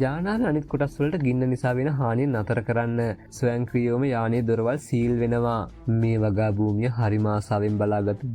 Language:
Sinhala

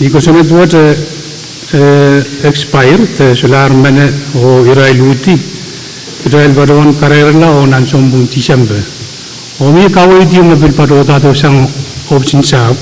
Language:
Pohnpeian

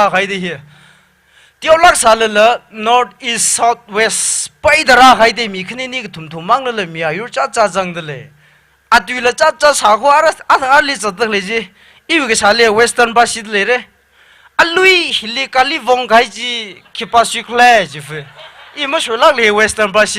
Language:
Tangkhul Naga (India)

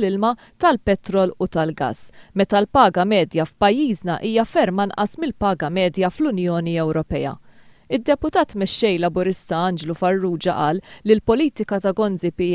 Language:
Maltese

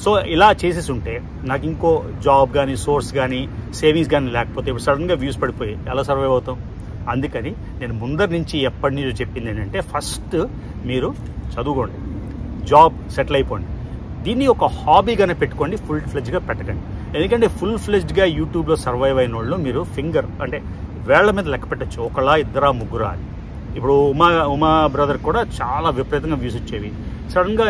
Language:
Telugu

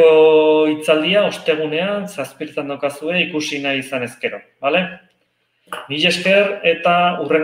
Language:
Basque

